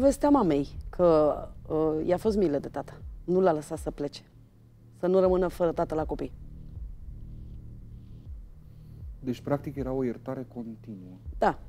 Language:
Romanian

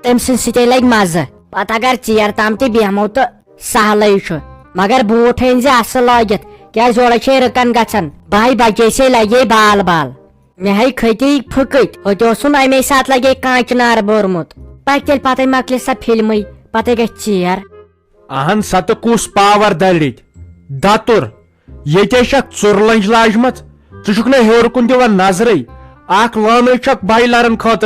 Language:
Kashmiri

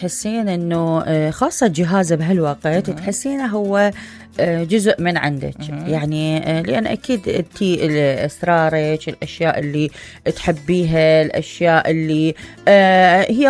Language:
Mesopotamian Arabic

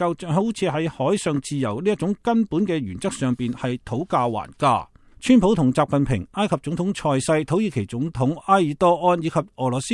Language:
Cantonese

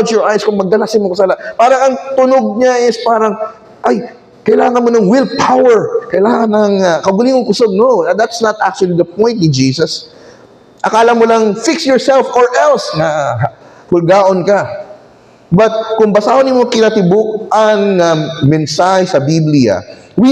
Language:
Cebuano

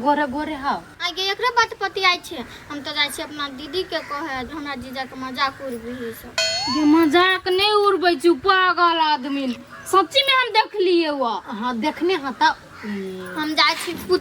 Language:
Maithili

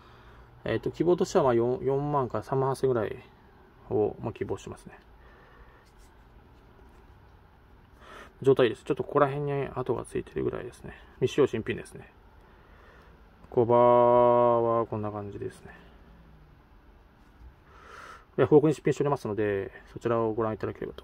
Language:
Japanese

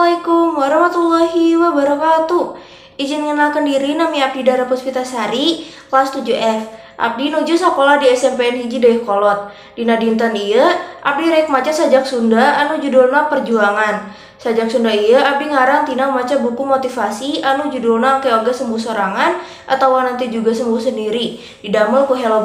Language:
Sundanese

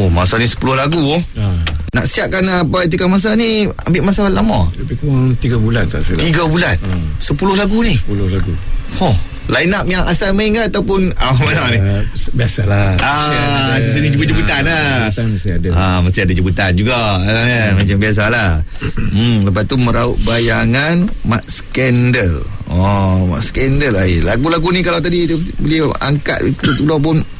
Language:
Malay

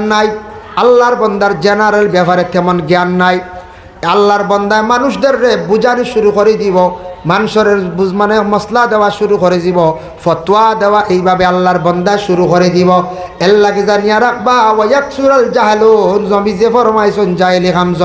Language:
Sylheti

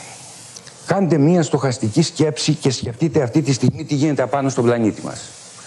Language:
Greek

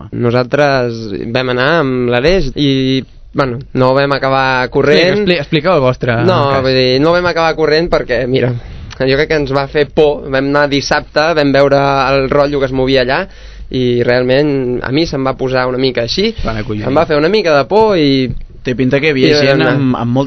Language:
Catalan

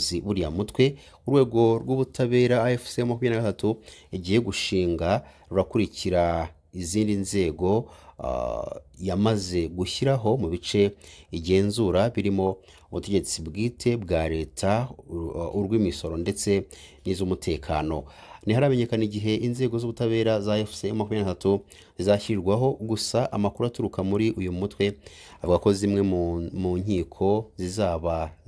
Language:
Kinyarwanda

